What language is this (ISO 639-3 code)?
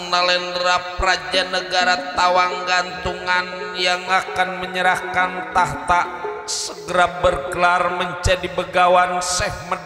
bew